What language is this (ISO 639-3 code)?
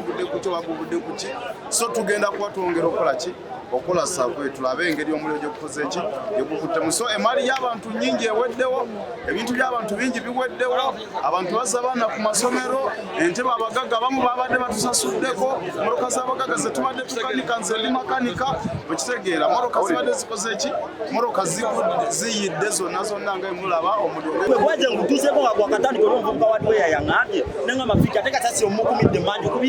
lug